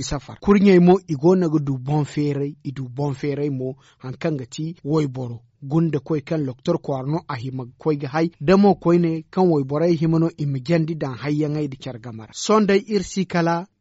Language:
Zarma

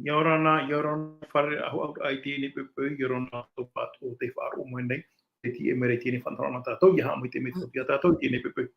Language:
Tahitian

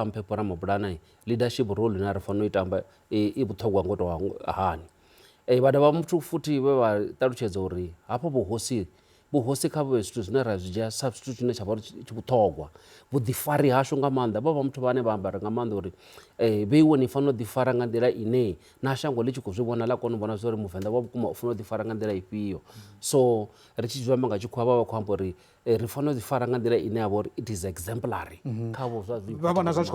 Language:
Venda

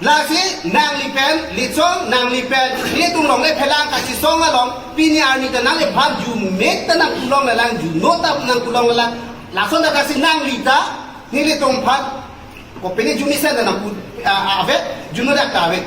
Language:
Karbi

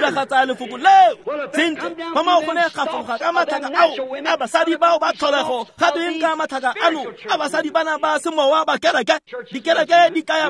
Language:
Tswana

